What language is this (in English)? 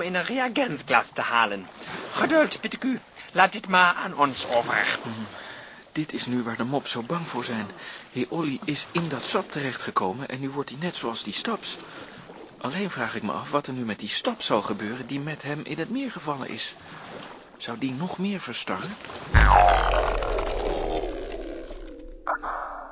Dutch